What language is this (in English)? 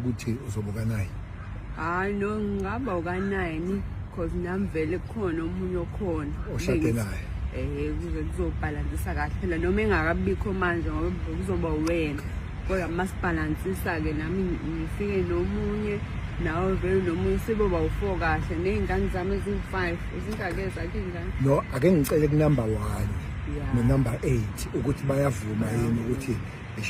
Zulu